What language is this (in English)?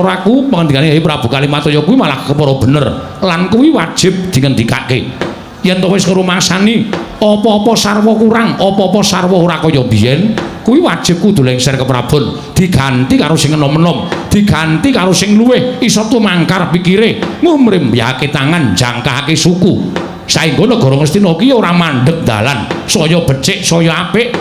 Javanese